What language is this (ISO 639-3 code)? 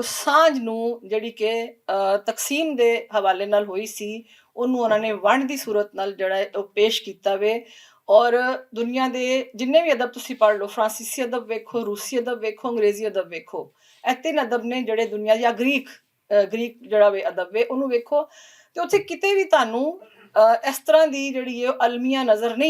lah